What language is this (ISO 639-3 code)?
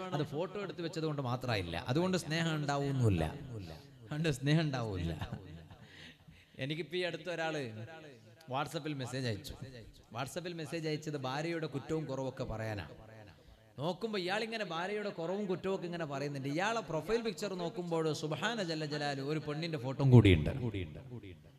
mal